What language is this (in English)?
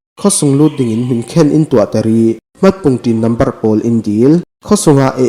Falam Chin